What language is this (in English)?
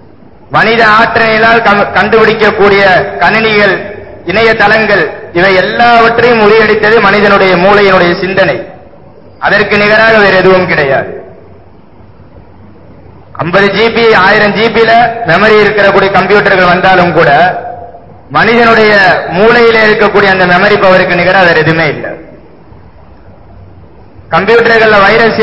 Tamil